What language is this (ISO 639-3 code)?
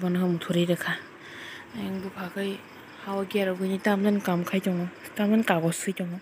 trp